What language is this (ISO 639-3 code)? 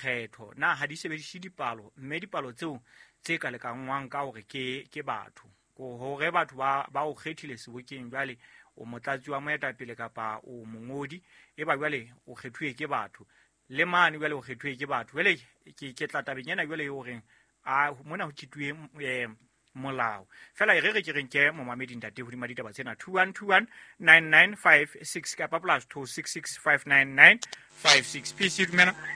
sot